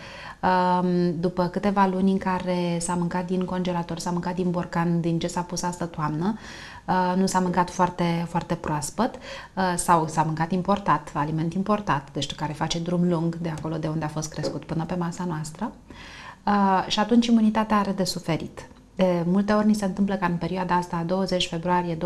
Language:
Romanian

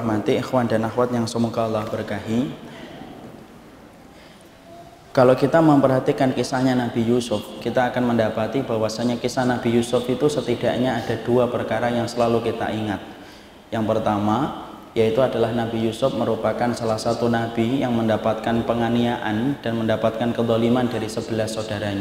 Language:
Indonesian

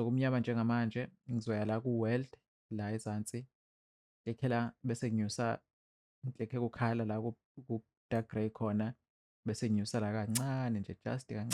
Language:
Zulu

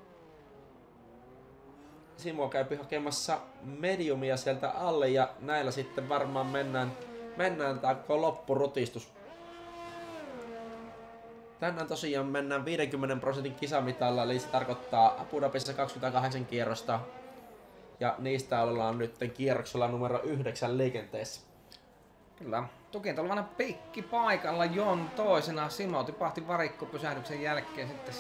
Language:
Finnish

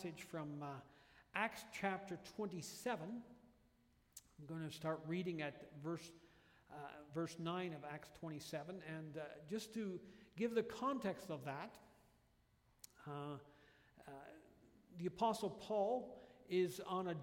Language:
English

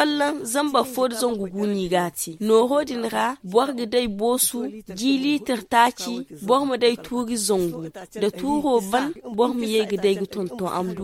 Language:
Zarma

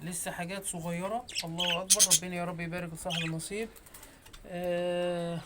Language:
Egyptian Arabic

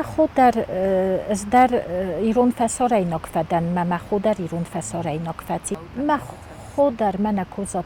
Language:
Ossetic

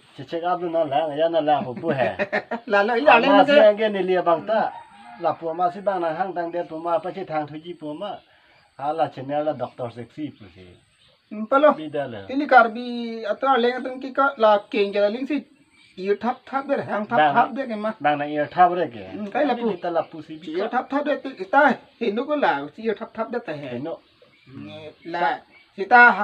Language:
Karbi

